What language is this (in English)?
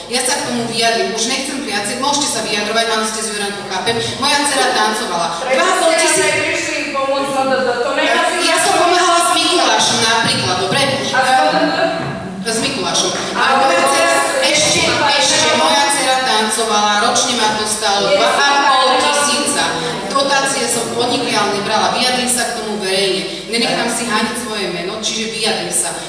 Slovak